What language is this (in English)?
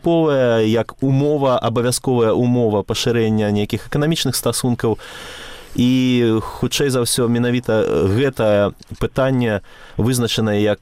Belarusian